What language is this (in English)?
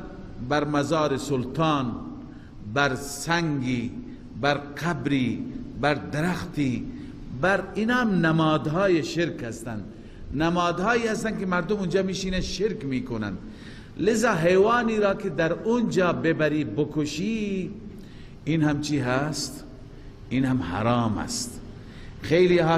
Persian